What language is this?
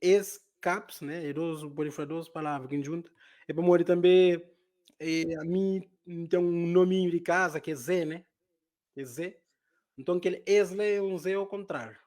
Kabuverdianu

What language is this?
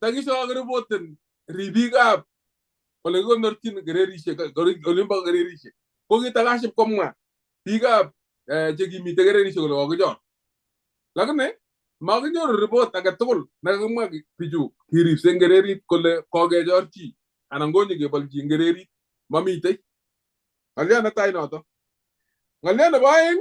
Kalenjin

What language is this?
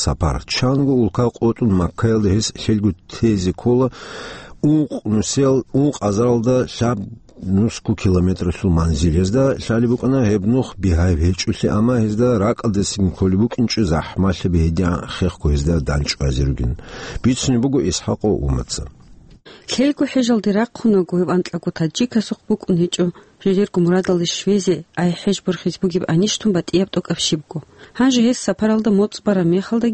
Avaric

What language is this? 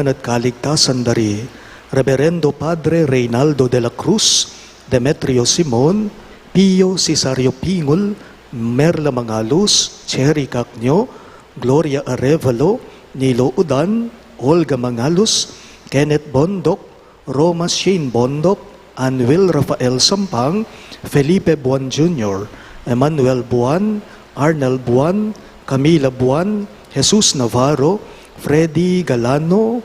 Pampanga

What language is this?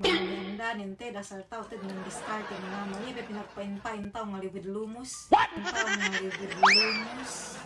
Yakan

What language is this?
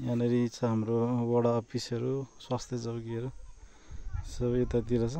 Nepali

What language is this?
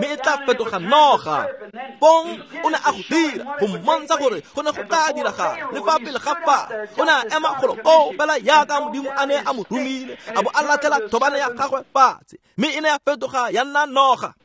Tswana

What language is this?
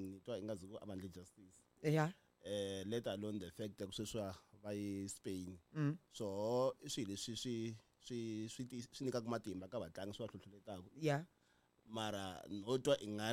Tsonga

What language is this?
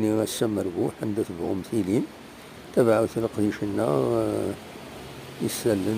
Kabyle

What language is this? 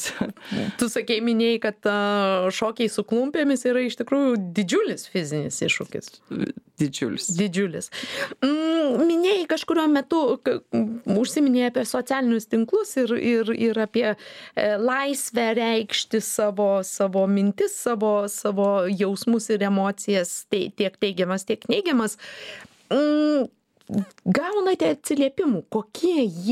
Lithuanian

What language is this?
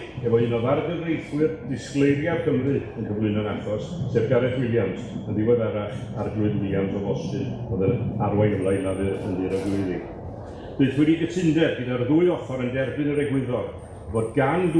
Welsh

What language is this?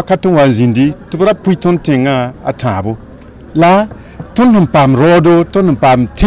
Mossi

